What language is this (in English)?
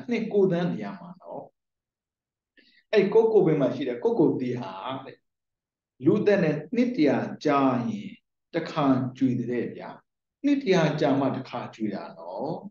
Burmese